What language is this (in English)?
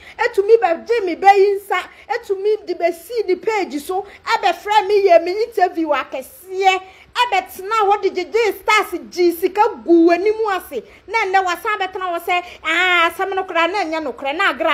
Akan